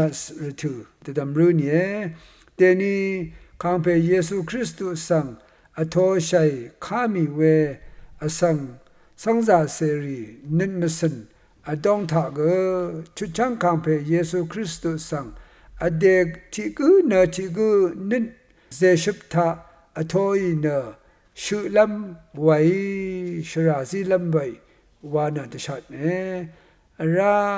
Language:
Rawang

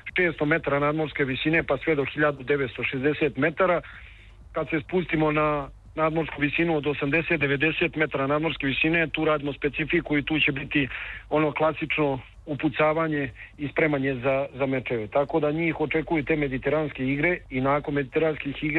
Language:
Serbian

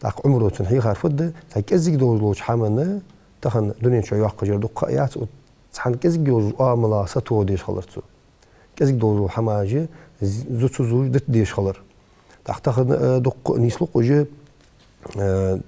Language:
Ingush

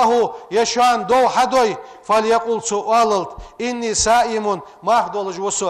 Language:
Ingush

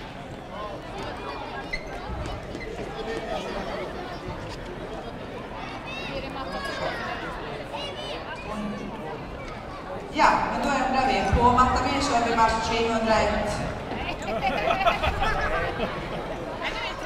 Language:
Swedish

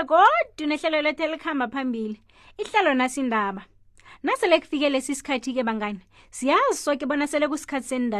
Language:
South Ndebele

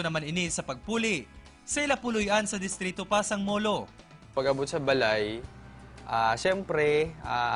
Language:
Hiligaynon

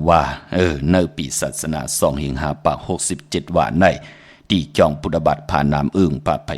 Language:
Shan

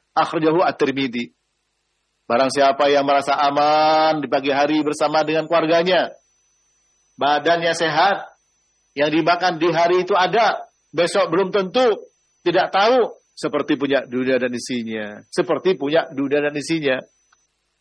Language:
Indonesian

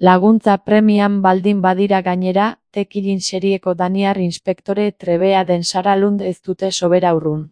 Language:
Basque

